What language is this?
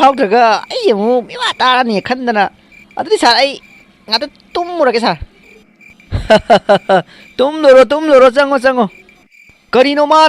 Manipuri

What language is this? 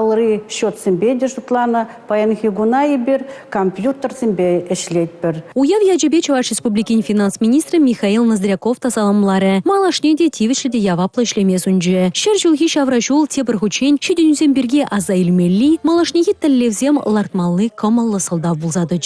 Chuvash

